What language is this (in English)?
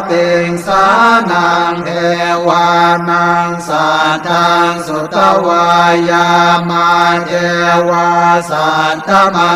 Pali